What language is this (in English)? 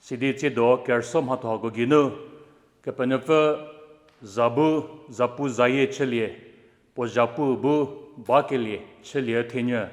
Angami Naga